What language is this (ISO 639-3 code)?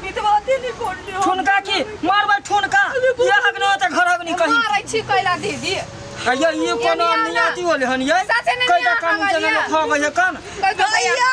mai